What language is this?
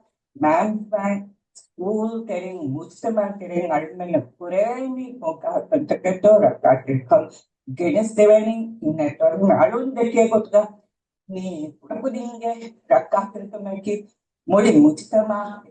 Divehi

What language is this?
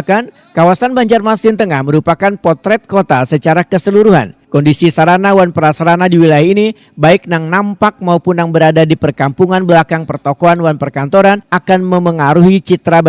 Banjar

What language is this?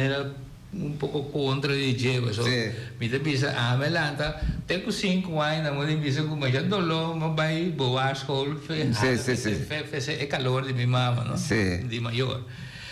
Papiamento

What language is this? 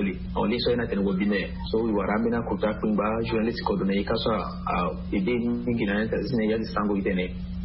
Sango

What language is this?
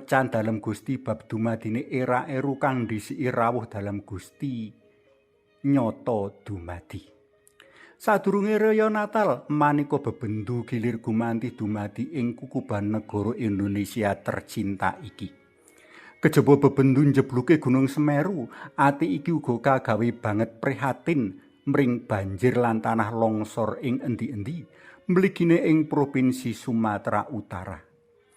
Javanese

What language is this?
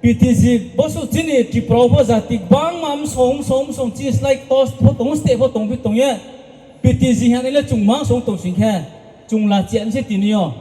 Riang (India)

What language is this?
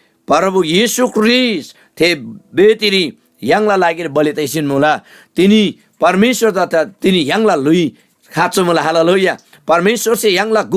Eastern Tamang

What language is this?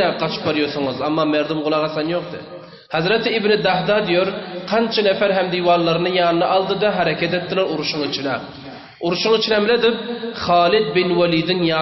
Turkmen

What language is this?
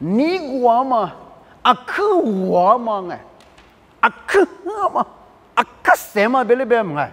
Lisu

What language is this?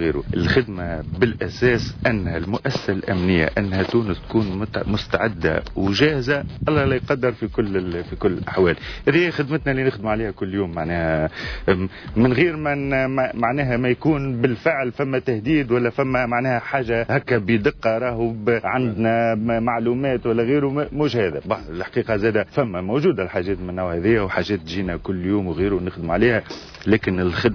Tunisian Arabic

